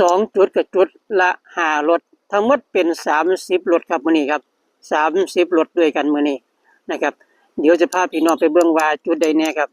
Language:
Northeastern Thai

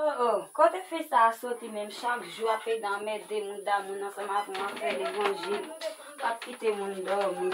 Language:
Haitian Creole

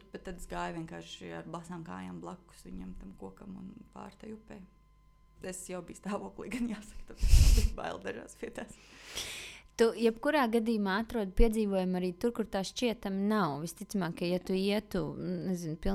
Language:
Latvian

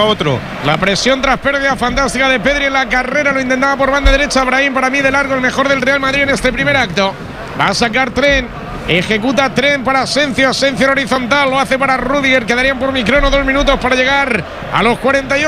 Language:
Spanish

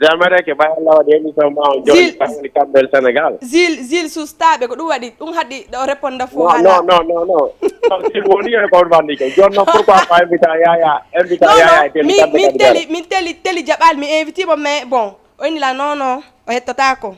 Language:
Fula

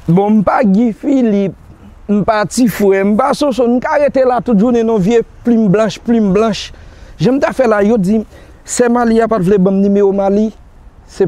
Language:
Haitian Creole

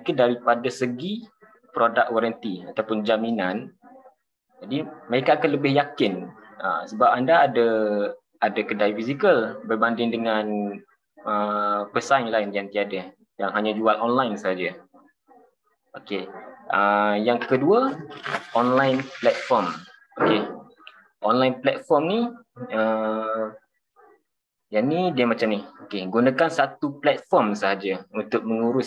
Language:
Malay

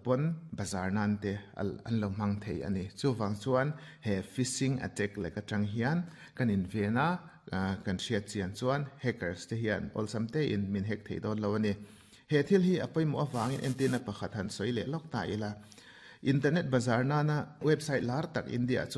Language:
Mizo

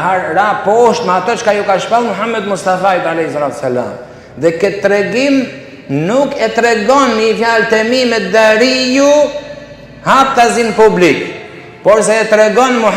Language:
Albanian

